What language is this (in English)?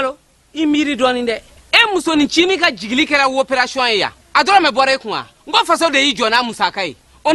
Bambara